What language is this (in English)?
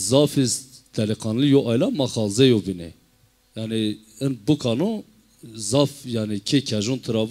Zaza